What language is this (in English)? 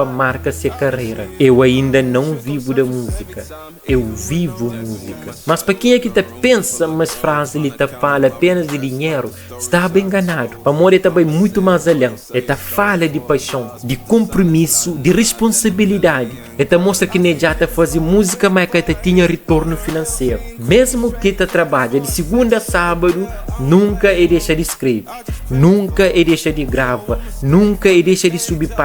Kabuverdianu